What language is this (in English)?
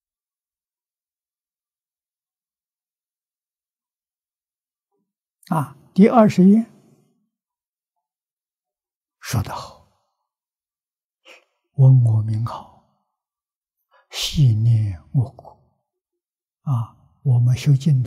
Chinese